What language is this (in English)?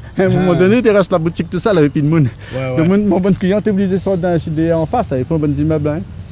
Réunion Creole French